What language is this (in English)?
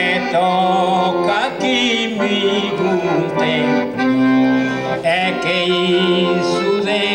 Sardinian